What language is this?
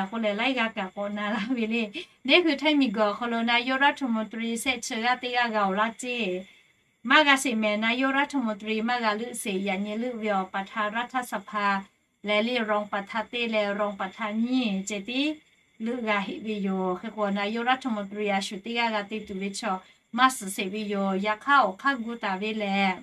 Lahu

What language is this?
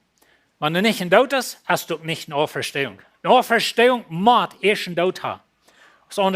Plautdietsch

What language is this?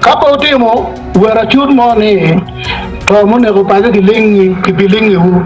Acoli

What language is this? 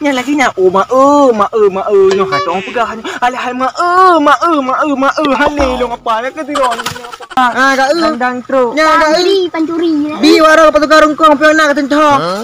Achinese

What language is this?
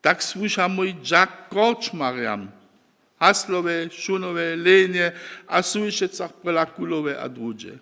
Upper Sorbian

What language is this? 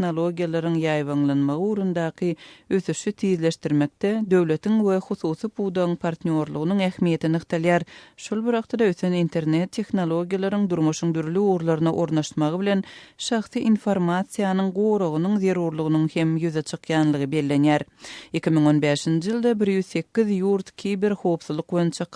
Turkmen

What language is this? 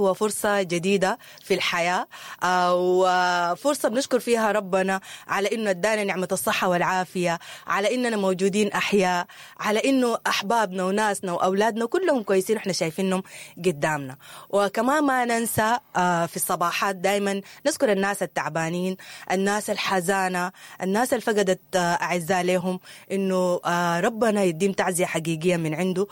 Sudanese Arabic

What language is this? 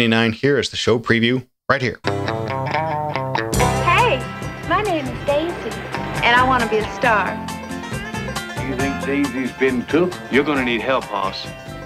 English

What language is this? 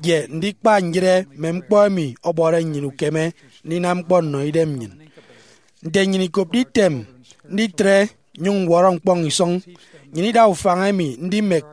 Efik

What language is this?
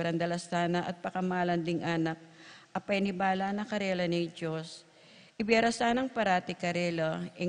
Pampanga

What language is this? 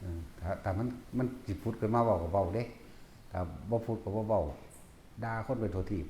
Northeastern Thai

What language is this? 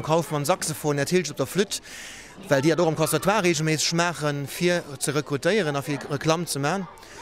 Luxembourgish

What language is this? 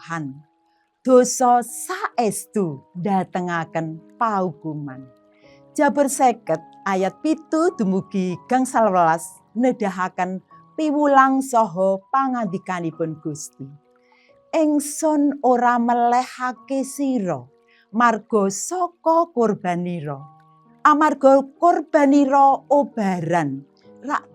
Javanese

